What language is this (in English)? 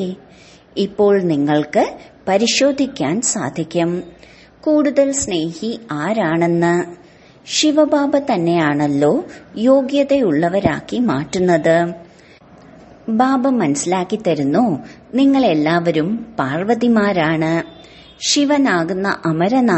Malayalam